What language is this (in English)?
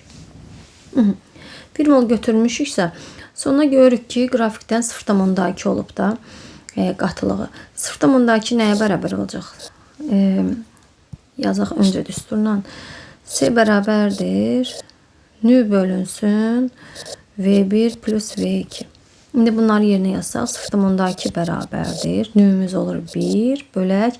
Azerbaijani